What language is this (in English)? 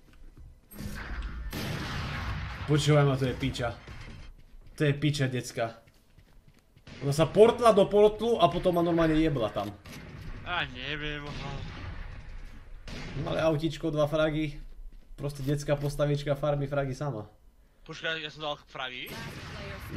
Slovak